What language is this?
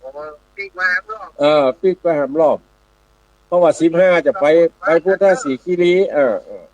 Northern Thai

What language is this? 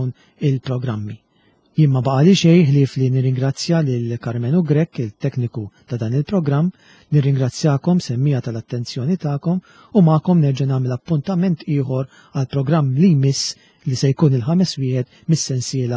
Maltese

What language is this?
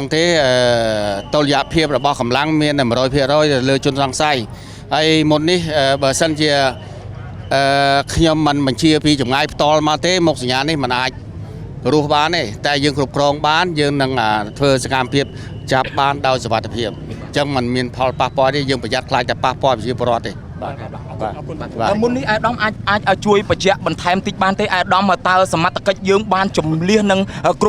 Khmer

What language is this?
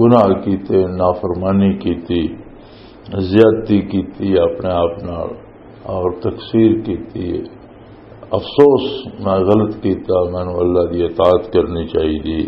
Western Panjabi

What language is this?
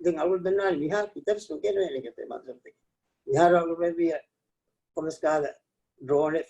Divehi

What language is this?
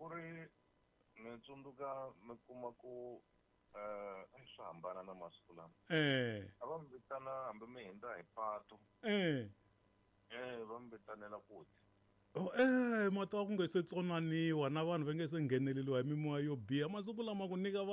Tsonga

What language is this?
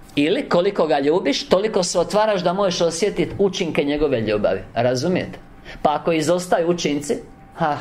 Croatian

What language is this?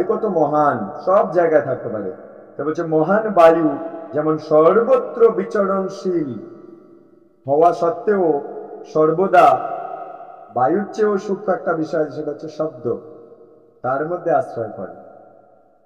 Bangla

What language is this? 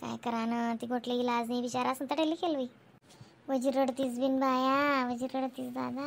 Khandesi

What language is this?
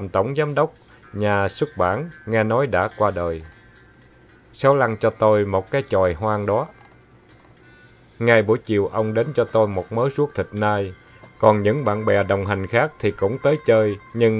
Vietnamese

